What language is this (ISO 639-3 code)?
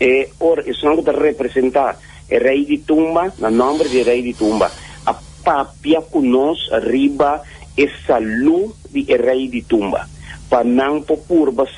pap